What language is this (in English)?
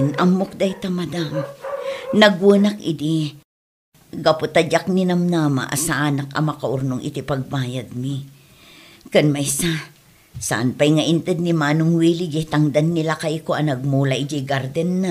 Iloko